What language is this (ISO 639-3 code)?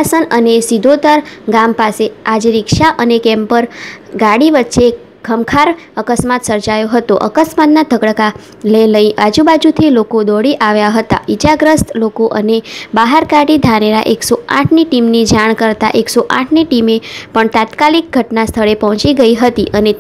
guj